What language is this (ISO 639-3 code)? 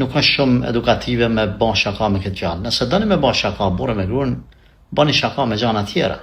sqi